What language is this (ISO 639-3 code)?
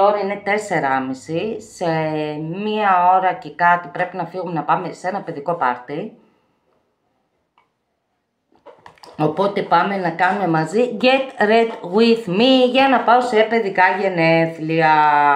ell